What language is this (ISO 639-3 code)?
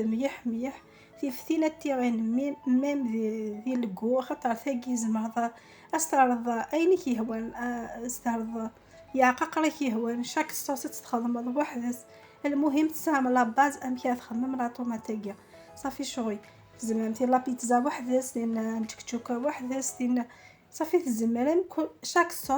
kab